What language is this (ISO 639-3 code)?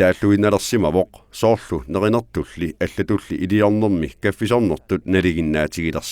kal